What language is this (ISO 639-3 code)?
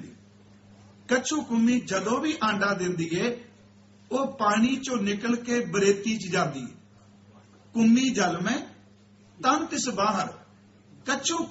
pan